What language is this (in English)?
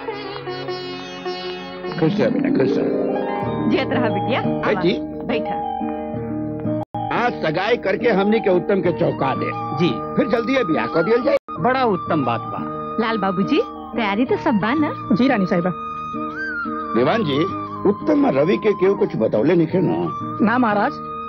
Bhojpuri